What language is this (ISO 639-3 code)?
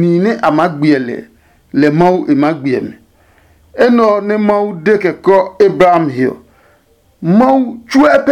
ada